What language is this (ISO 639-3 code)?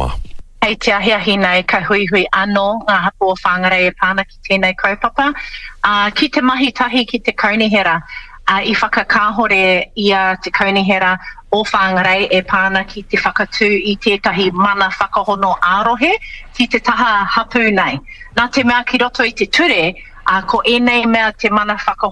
mri